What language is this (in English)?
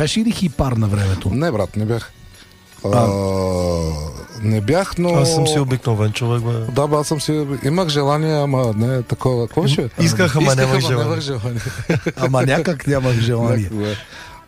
Bulgarian